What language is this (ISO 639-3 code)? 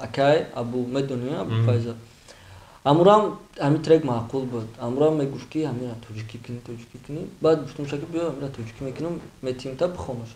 tgk